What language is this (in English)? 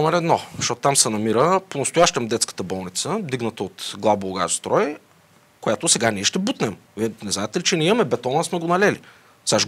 Bulgarian